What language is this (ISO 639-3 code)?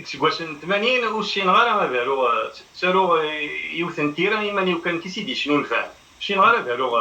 kab